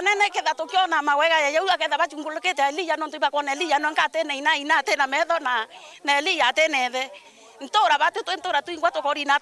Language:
Meru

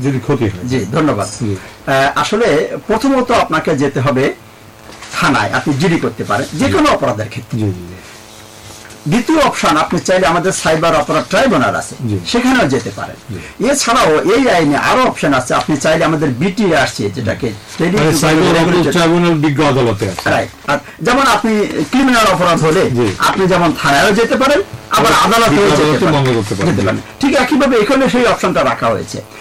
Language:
Bangla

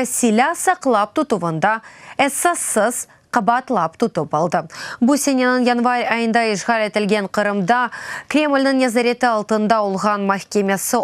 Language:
Crimean Tatar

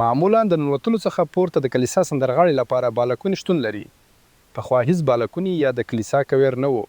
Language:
Pashto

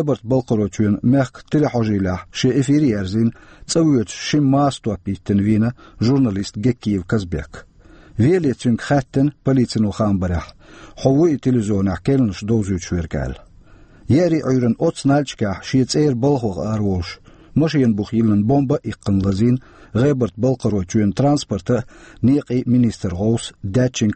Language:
Chechen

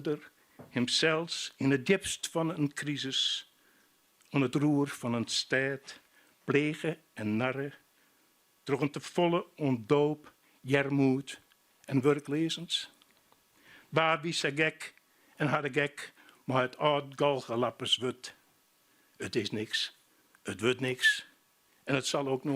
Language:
Western Frisian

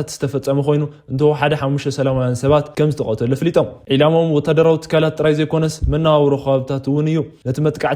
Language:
Tigrinya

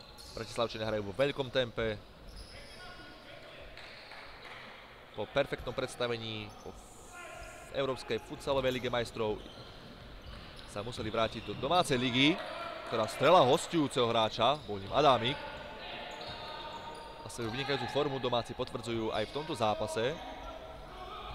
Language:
Slovak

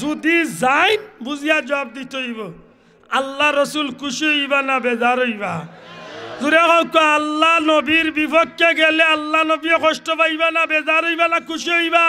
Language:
Sylheti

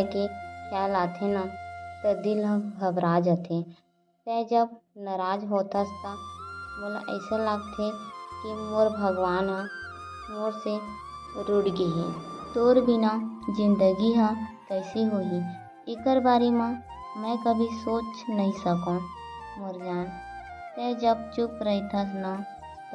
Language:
Chhattisgarhi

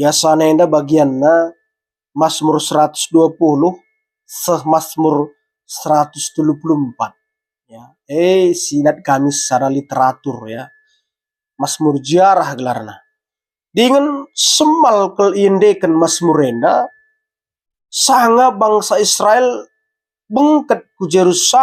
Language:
Batak Karo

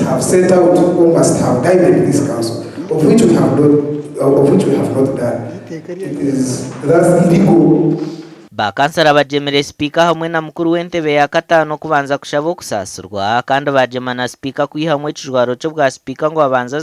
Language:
Nyankole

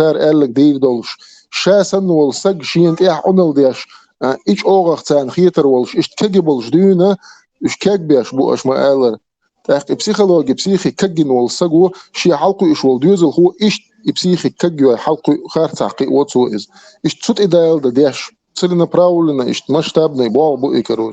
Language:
Chechen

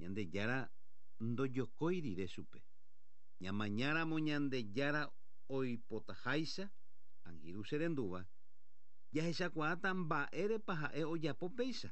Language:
Guarani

